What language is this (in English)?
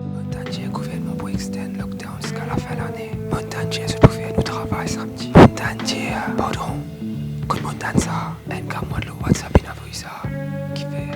Morisyen